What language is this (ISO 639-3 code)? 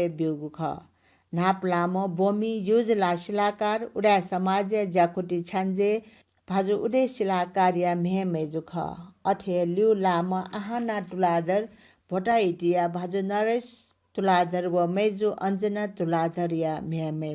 new